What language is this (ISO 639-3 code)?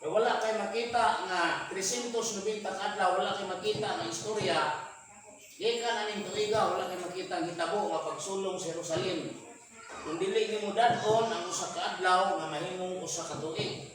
ceb